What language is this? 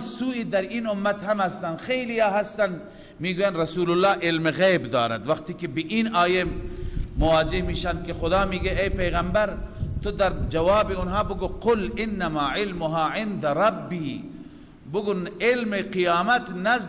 Persian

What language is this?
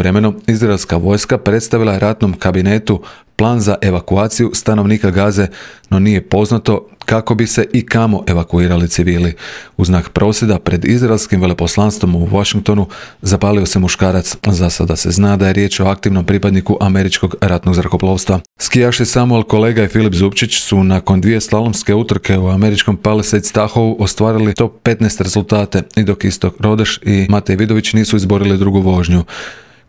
Croatian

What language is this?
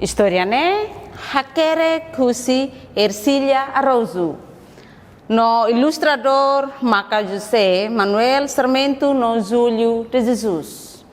Tetum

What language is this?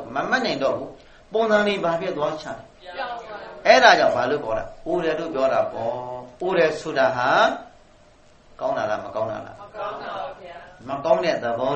Burmese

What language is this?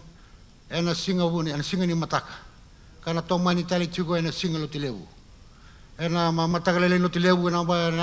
Fijian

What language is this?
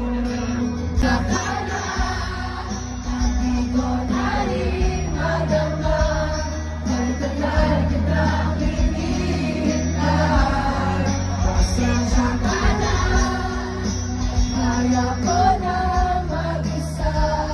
Filipino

